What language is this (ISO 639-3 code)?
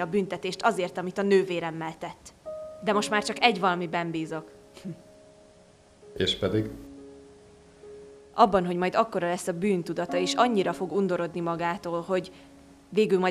hun